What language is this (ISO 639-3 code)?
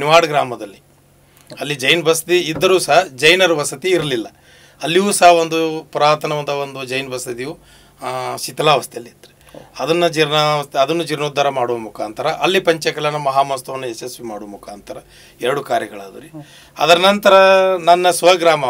kan